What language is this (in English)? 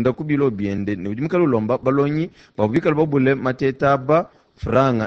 Luba-Lulua